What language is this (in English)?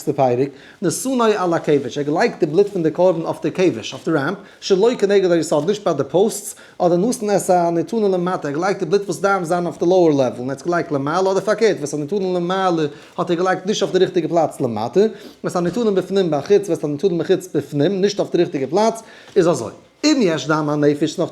Yiddish